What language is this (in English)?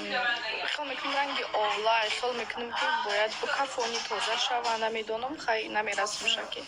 Tajik